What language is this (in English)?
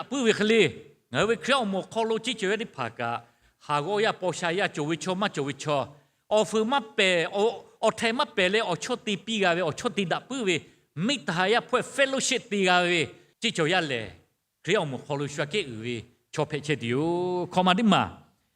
Lahu